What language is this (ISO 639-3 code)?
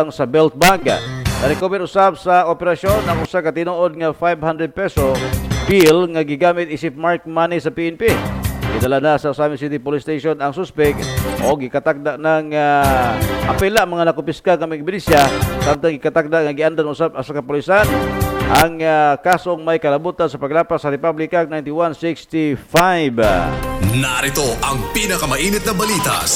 ceb